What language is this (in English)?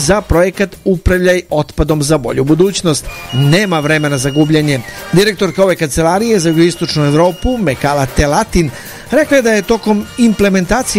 Serbian